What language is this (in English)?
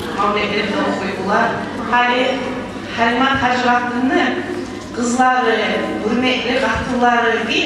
Kumyk